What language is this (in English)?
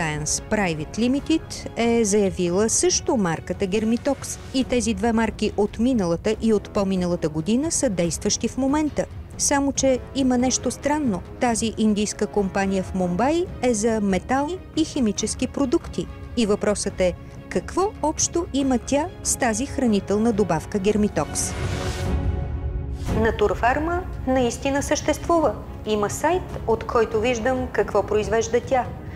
Bulgarian